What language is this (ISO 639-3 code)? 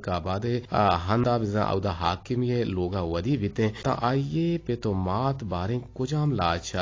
bgp